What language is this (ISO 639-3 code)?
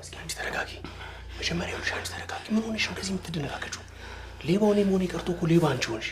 amh